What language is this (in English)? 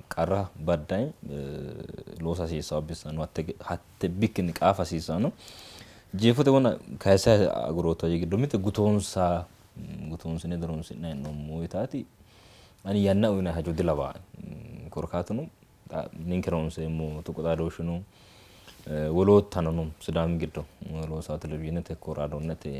Sidamo